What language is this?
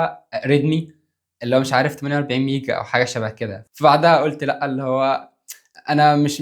Egyptian Arabic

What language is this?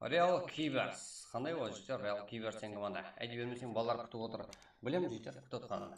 Kara-Kalpak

